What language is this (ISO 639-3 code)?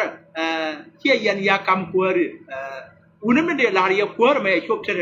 nus